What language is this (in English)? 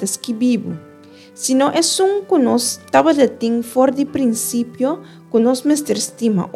Papiamento